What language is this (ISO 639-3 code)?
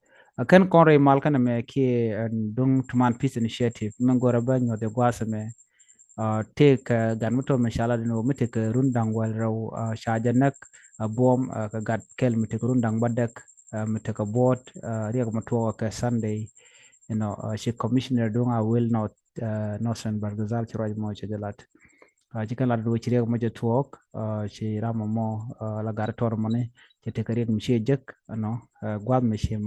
nus